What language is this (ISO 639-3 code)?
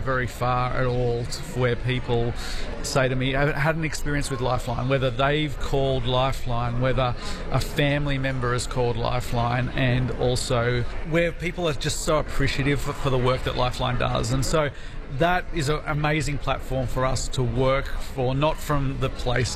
eng